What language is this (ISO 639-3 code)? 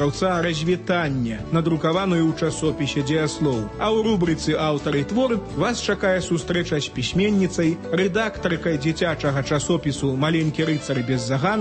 bel